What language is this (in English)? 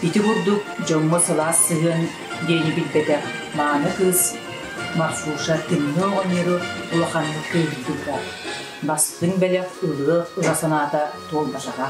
Yakut